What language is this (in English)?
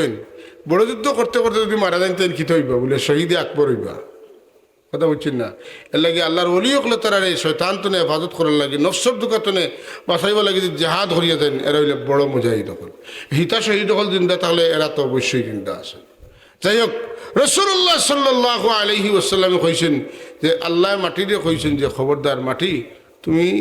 Sylheti